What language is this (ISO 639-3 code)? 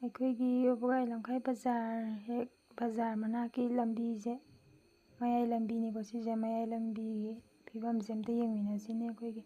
mni